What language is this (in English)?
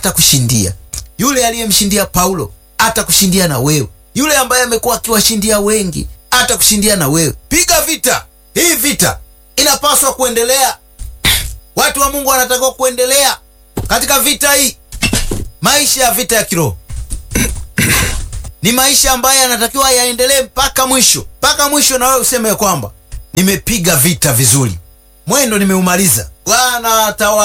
Swahili